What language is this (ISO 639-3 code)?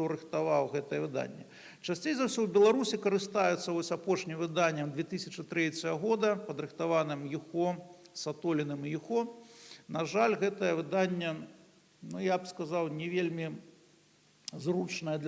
bel